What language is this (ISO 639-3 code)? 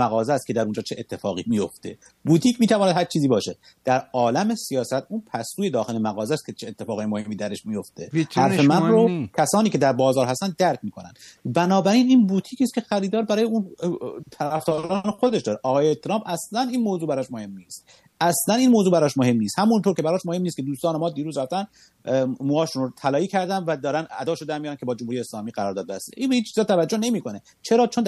fas